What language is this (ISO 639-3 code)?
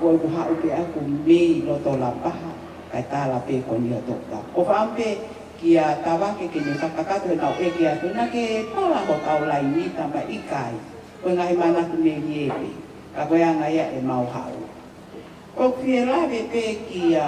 ton